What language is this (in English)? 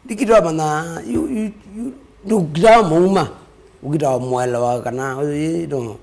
Kamba